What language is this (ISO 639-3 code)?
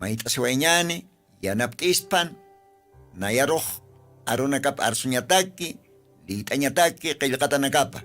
aym